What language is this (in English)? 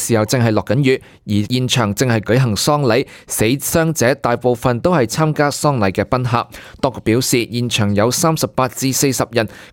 Cantonese